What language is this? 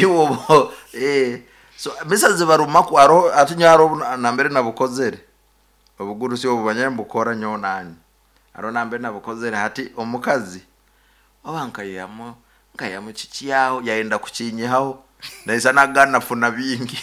Nyankole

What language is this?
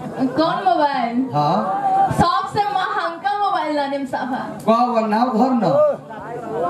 Bhojpuri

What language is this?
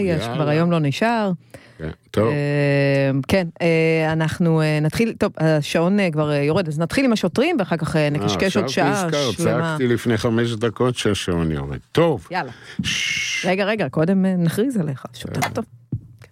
Hebrew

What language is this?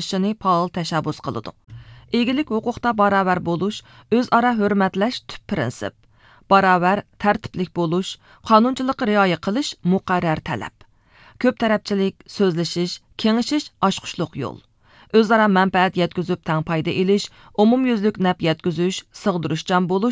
Uyghur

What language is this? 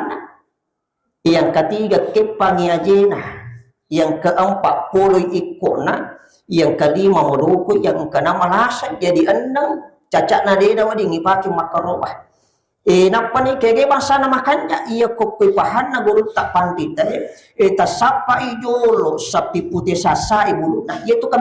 Buginese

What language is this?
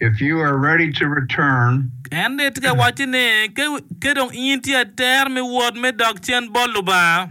Acoli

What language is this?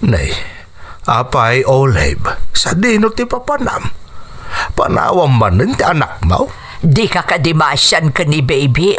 Iloko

